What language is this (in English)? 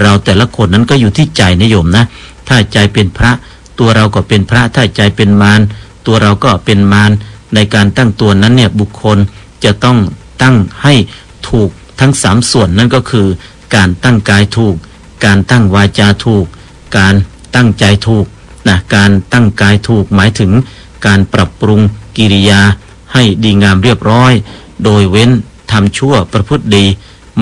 Thai